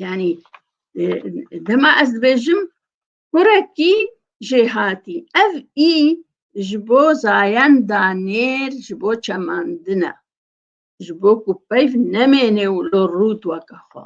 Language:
Kurdish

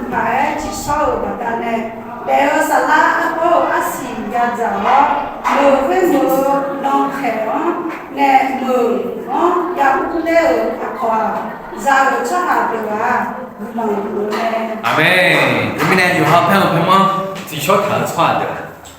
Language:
Akha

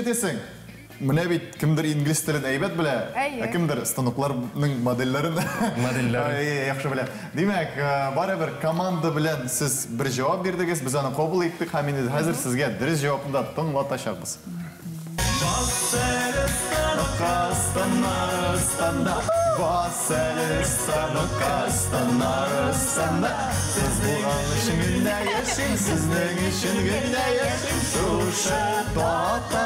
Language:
Tatar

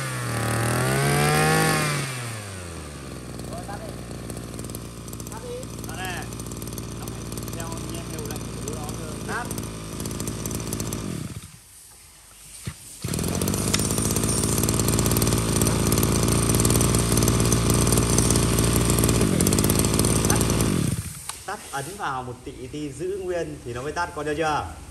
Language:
Vietnamese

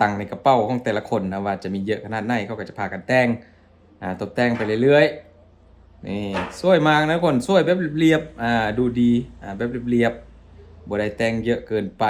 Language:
Lao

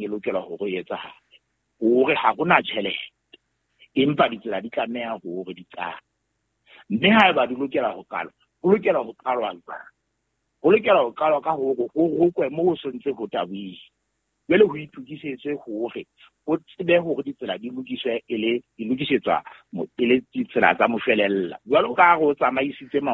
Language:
Southern Sotho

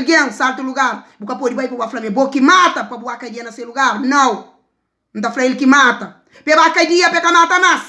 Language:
Kabuverdianu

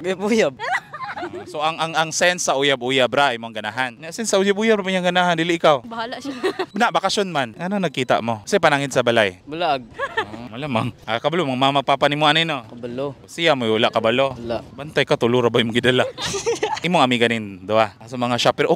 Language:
Cebuano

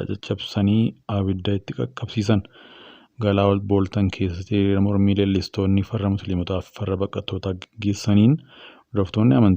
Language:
Oromo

